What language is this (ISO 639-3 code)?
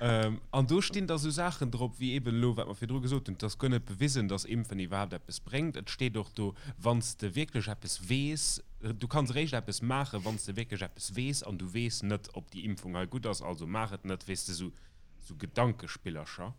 ltz